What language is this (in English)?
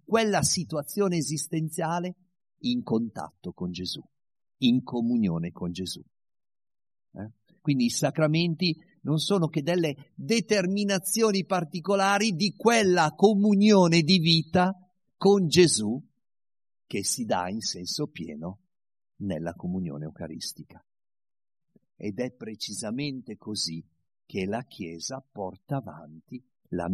Italian